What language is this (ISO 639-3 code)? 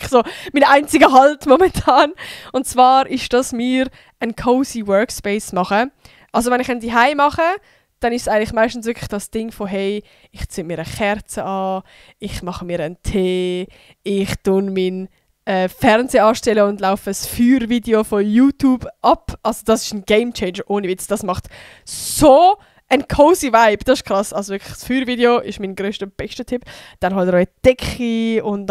gsw